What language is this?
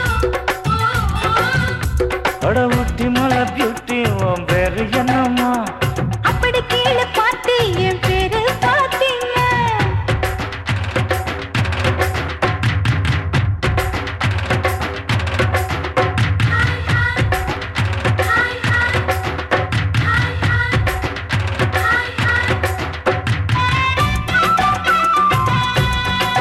Tamil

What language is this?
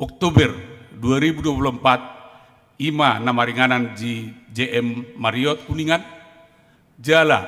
Batak Toba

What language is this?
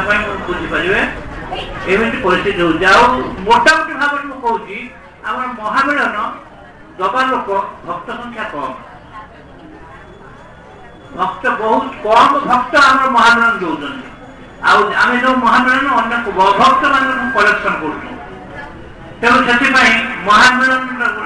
Odia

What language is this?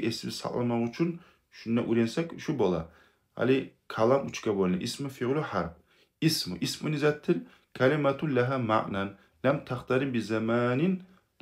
Kumyk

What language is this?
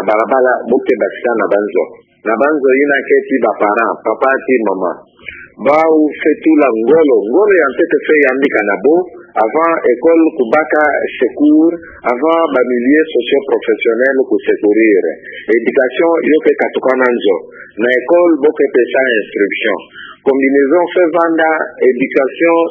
Kituba (Democratic Republic of Congo)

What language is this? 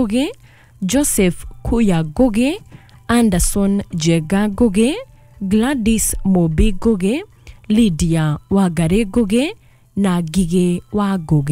Kikuyu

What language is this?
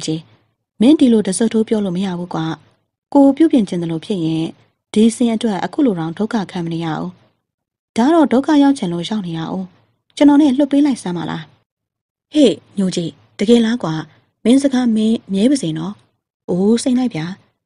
Burmese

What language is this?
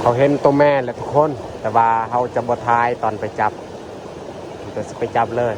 Lao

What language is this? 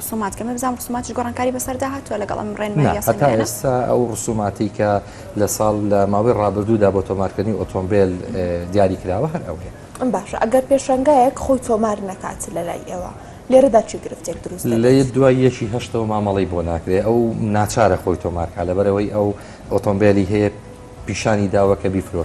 Central Kurdish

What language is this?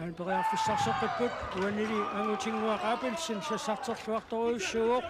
Kalaallisut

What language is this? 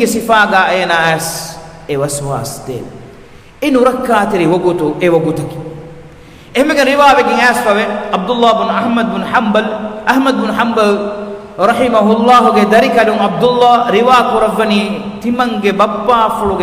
Divehi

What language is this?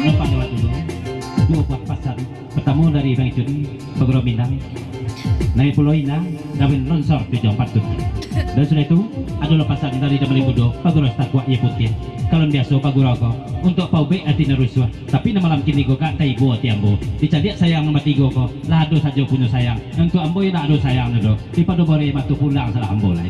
Minangkabau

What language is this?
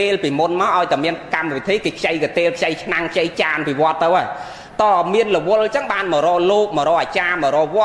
Khmer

